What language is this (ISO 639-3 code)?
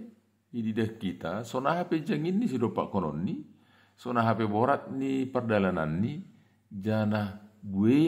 bts